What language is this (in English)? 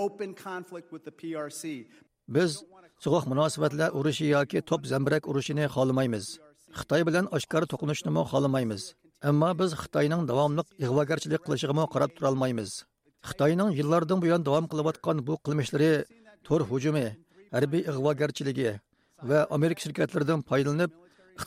Uyghur